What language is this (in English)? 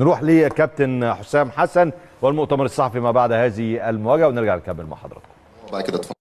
Egyptian Arabic